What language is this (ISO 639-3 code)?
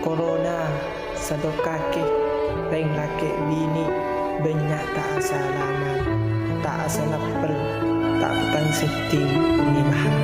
mad